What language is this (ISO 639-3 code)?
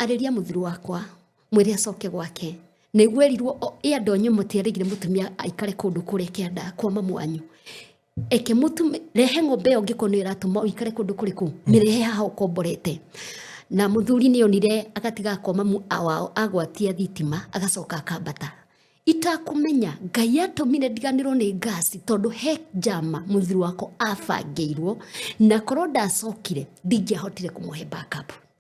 kik